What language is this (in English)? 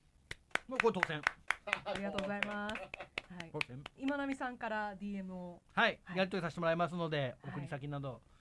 Japanese